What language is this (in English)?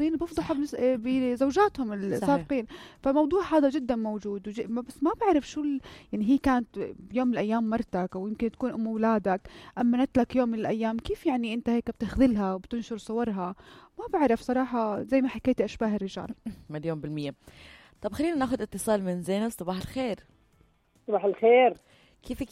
North Levantine Arabic